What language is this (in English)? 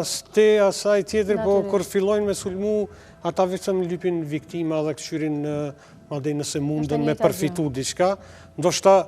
Albanian